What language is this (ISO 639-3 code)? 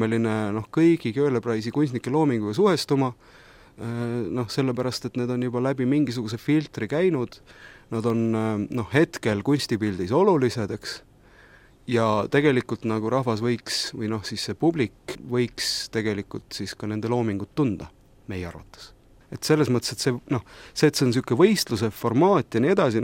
est